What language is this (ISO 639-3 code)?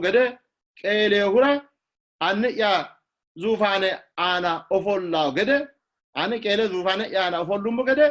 sid